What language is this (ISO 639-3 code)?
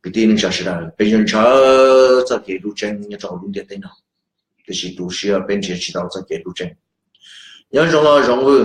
hmn